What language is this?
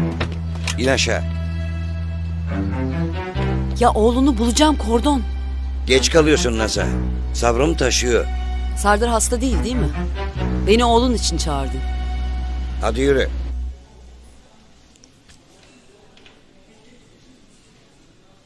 Turkish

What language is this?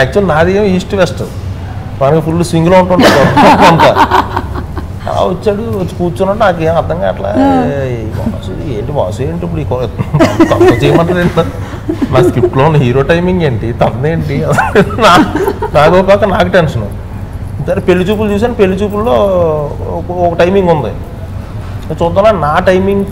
Telugu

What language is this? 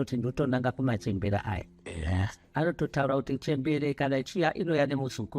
Shona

